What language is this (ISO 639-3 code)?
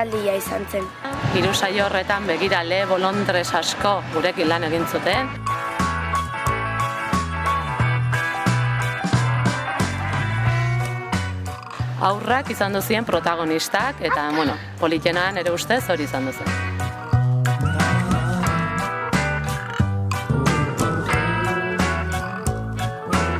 eus